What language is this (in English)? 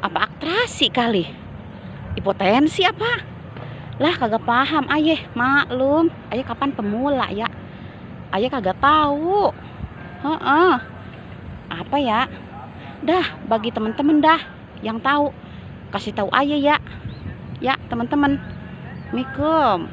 Betawi